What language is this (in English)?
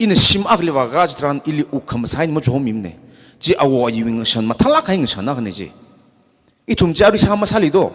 Tangkhul Naga (India)